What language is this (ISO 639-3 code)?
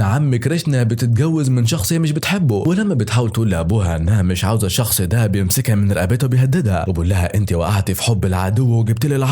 arz